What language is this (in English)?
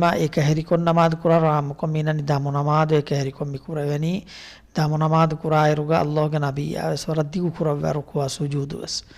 Divehi